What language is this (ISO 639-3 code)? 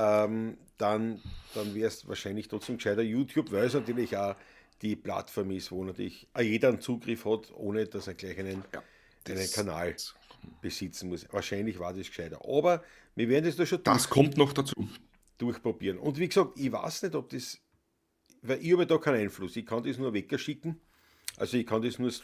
bar